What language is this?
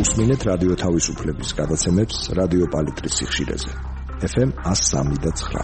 Georgian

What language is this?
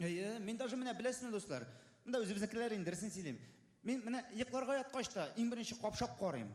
Tatar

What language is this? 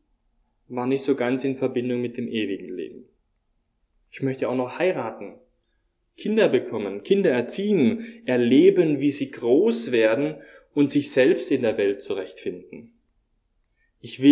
German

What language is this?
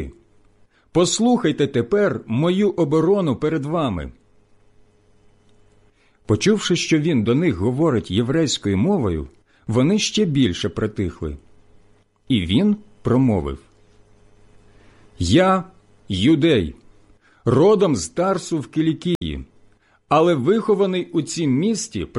Ukrainian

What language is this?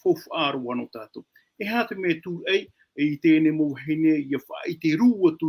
Tahitian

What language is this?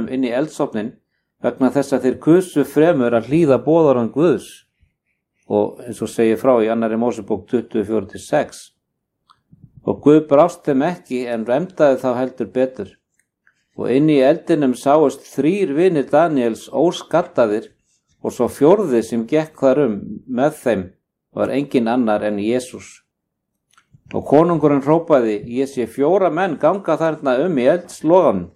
Icelandic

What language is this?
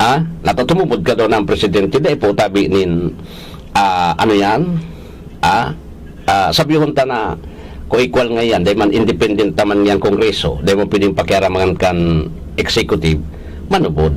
Bikol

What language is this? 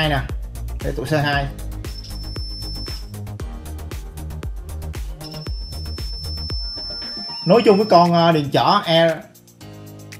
Vietnamese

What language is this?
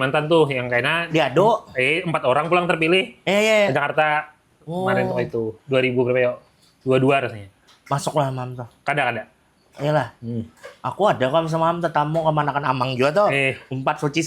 Banjar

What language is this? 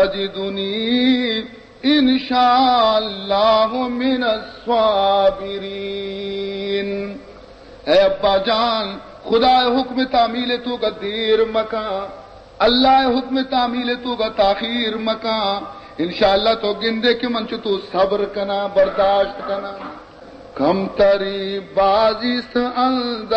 Baluchi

